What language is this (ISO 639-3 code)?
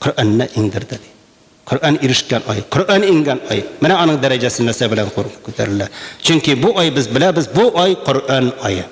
tat